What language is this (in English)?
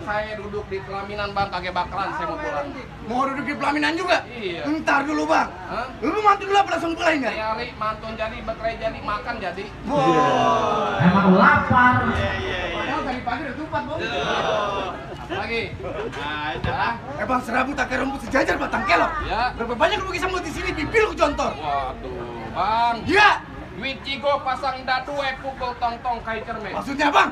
Betawi